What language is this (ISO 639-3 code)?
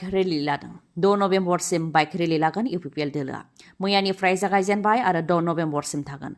brx